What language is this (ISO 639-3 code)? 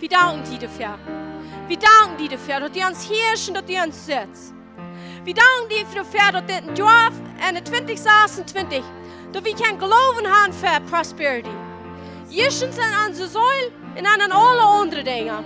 pdt